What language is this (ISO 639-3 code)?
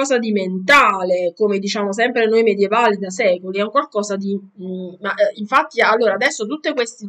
ita